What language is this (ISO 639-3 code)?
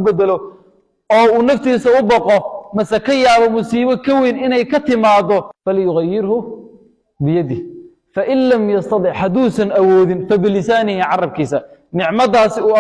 som